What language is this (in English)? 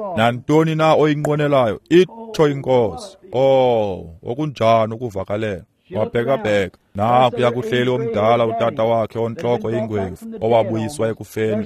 Xhosa